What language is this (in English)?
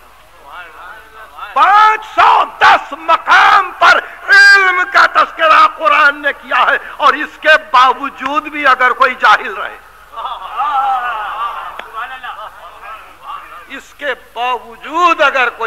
Urdu